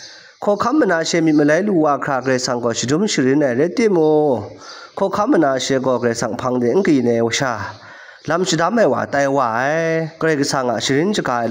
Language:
Kachin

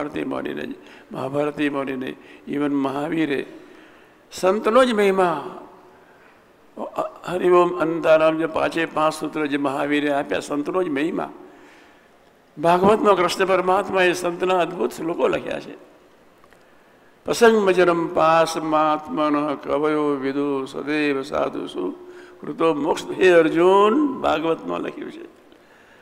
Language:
Gujarati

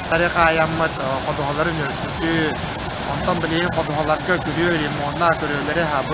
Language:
Yakut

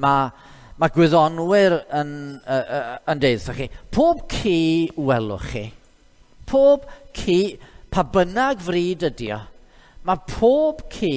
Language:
Welsh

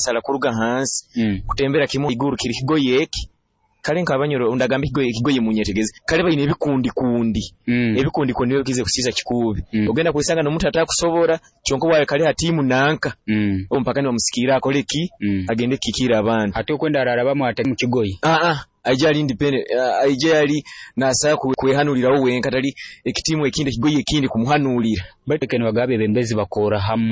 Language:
Nyoro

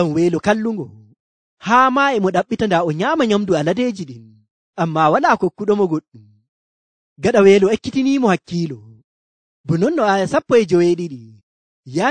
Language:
Nigerian Fulfulde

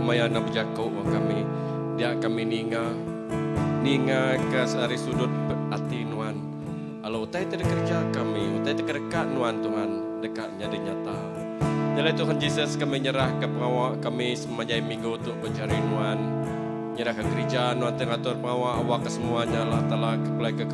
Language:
Iban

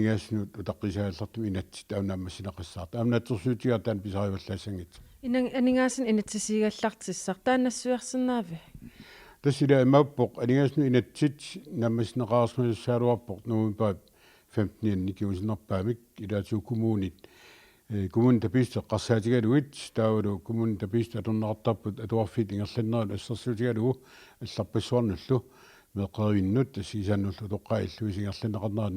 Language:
Kalaallisut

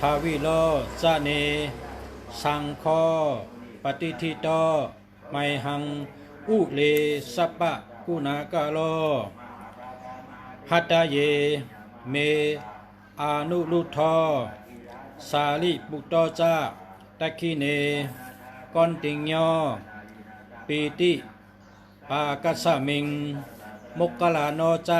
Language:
Shan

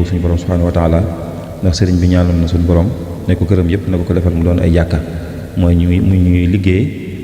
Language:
Wolof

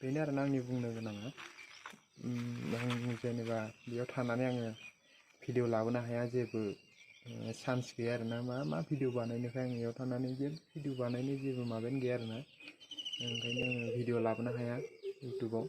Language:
Bodo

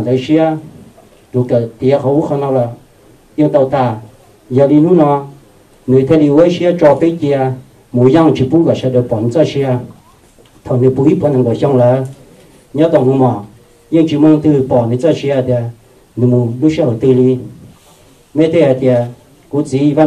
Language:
Hmong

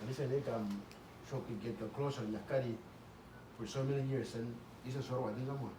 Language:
Uduk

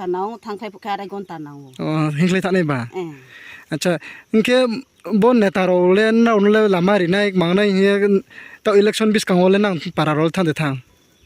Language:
Riang (India)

